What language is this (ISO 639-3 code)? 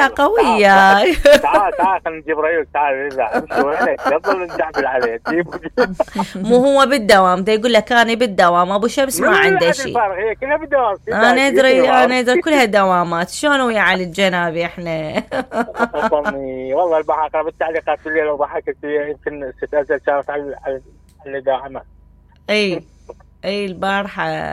acm